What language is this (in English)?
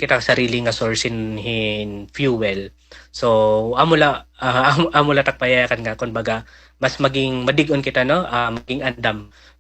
Waray